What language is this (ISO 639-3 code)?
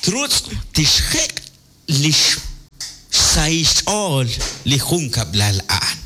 kek